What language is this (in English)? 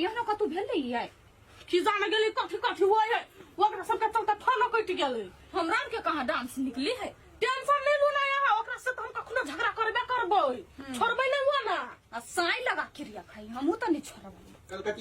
Maithili